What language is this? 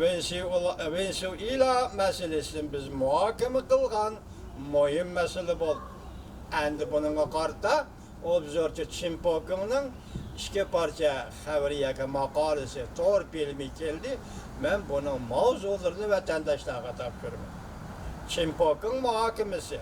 Uyghur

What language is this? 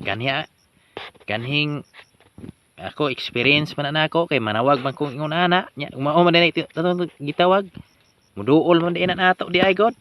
Cebuano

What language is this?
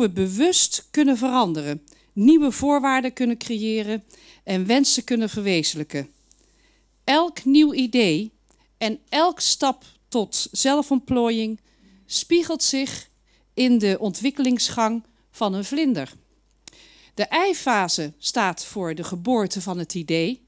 Dutch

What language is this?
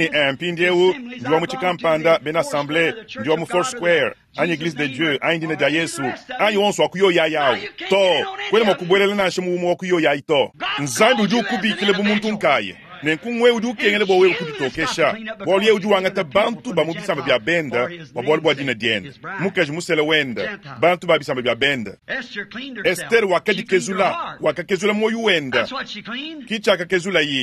Luba-Lulua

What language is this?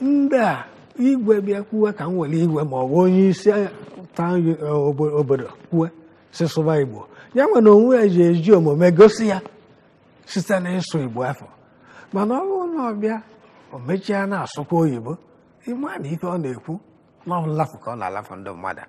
Igbo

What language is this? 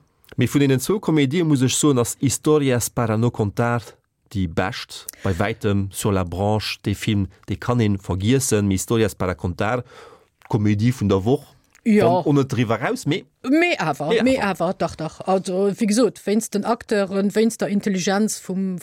Luxembourgish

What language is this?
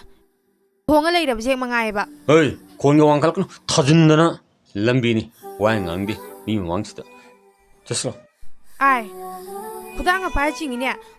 Manipuri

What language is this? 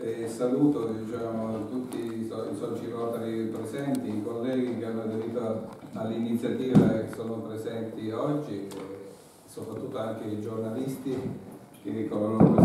Italian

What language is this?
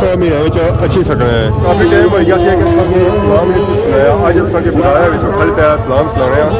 Pahari-Potwari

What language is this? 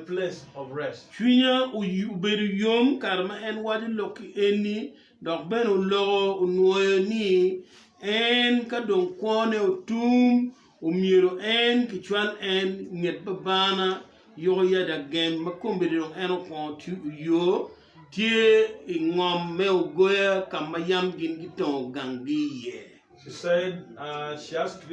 Acoli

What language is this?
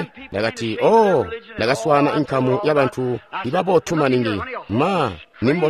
Tonga (Zambia)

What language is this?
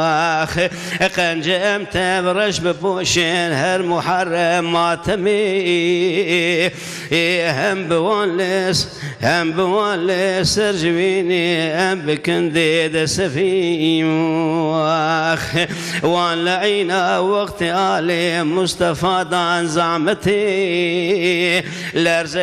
Kurdish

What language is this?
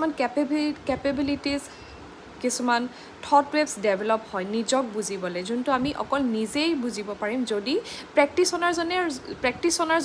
Assamese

